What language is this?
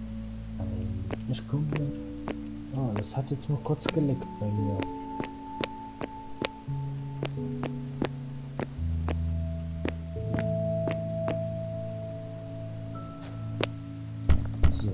German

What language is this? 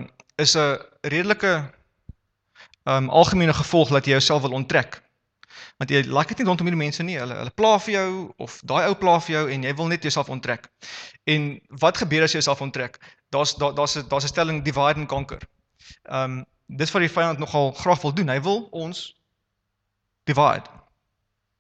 Afrikaans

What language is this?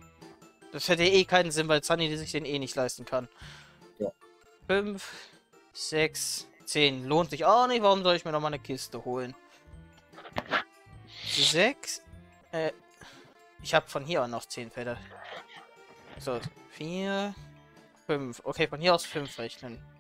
German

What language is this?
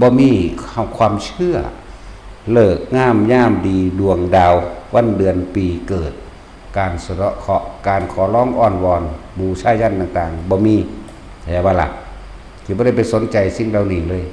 Northeastern Thai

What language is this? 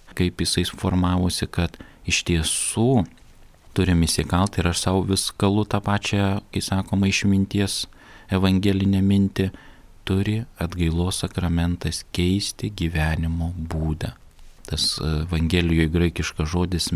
Lithuanian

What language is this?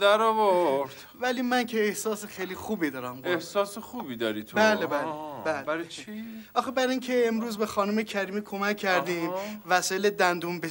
Persian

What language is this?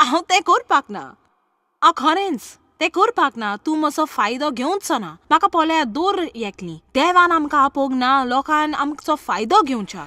Konkani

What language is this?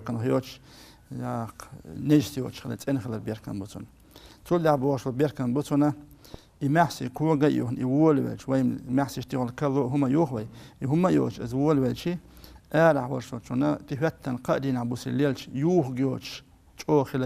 Chechen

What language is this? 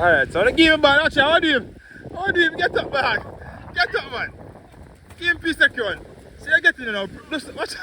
Jamaican Creole English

